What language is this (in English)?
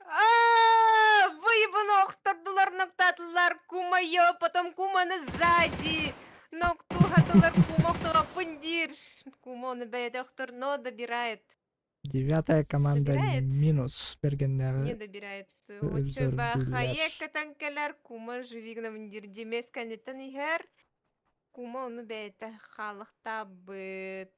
Yakut